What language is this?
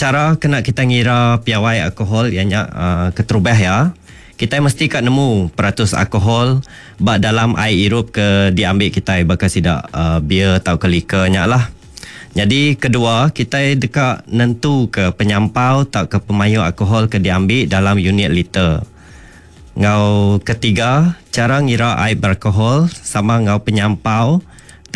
Iban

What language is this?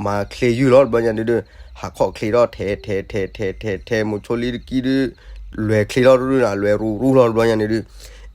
S'gaw Karen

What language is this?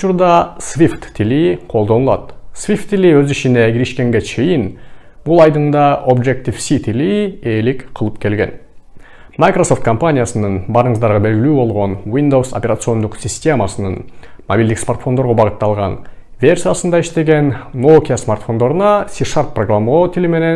Kyrgyz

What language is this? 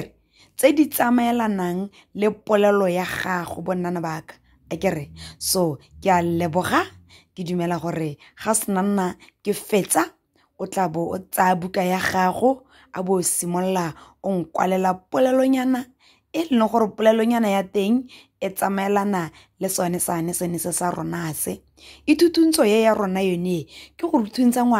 Tswana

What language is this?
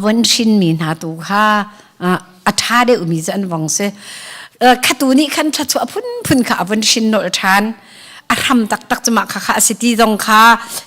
Hakha Chin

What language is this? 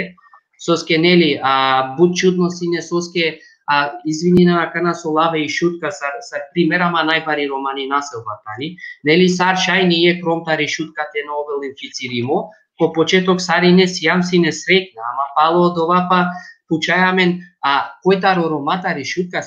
Balkan Romani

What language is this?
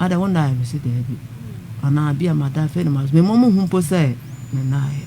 Akan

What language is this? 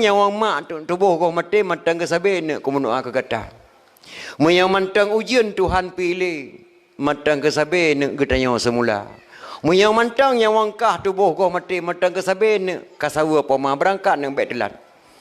Achinese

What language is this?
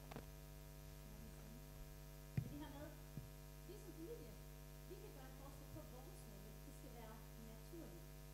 Danish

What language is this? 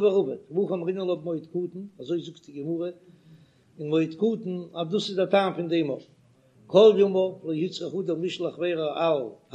Yiddish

